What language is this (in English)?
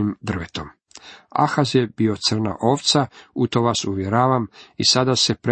Croatian